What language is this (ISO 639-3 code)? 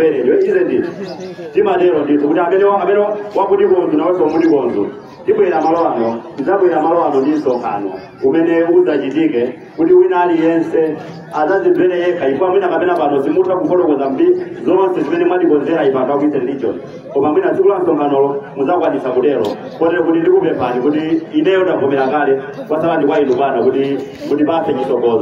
nya